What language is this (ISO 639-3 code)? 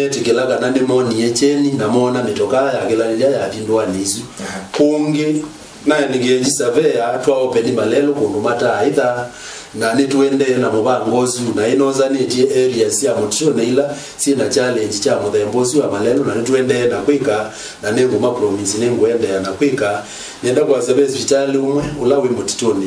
kam